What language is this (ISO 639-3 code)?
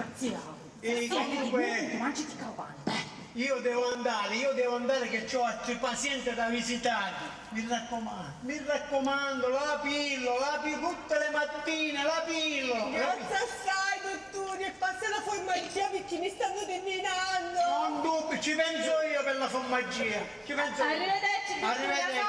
scn